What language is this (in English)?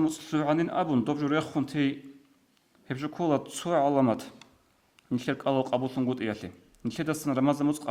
Avaric